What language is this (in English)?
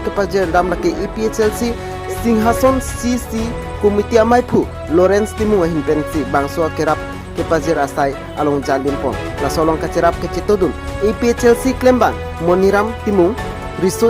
Karbi